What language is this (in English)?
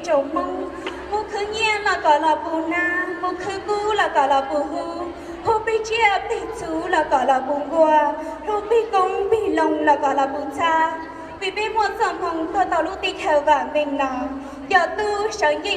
Hmong